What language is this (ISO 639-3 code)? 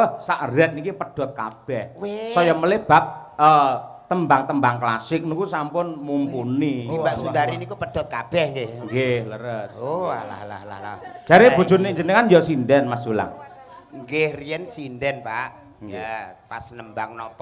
jav